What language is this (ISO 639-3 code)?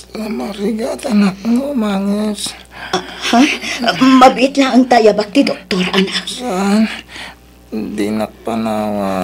ilo